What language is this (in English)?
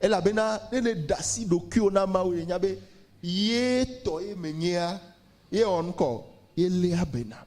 Ewe